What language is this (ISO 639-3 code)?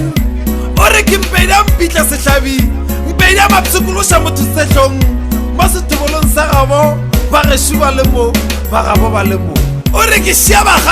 nso